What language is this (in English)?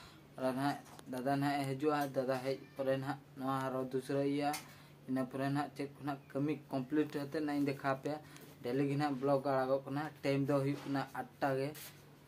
Santali